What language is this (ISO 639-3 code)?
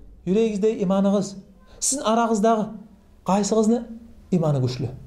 kum